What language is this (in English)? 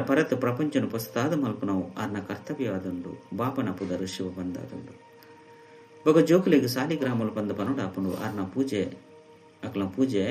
Tulu